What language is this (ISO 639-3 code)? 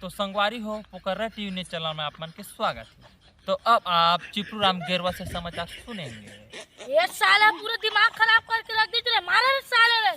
hne